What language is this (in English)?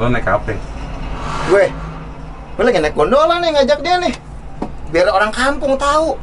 Betawi